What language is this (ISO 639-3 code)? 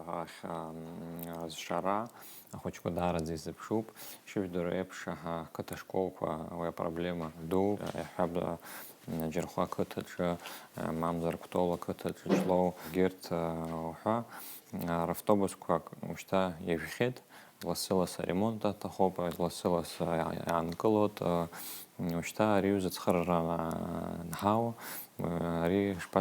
abk